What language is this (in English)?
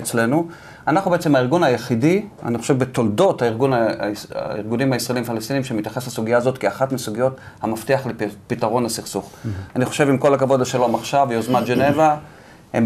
Hebrew